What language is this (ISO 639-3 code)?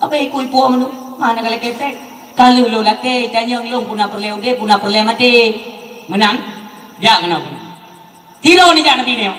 ace